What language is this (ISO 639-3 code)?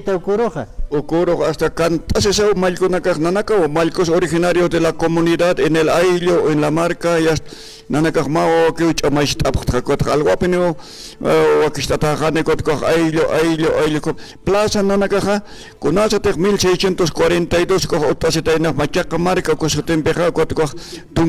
aym